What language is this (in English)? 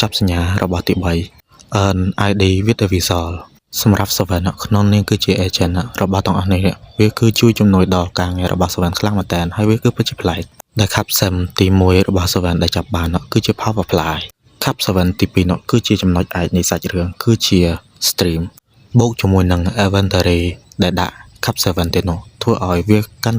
Khmer